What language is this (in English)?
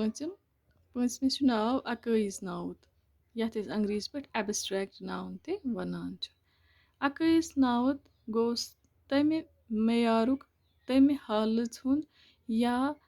Kashmiri